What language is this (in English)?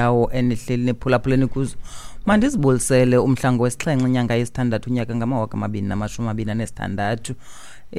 Xhosa